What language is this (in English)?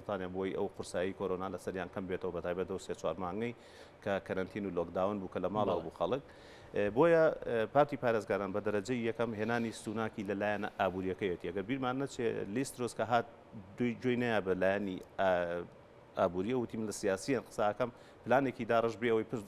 Central Kurdish